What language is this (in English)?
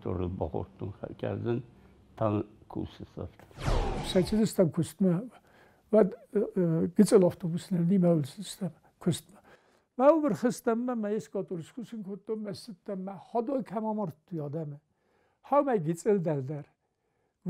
Ossetic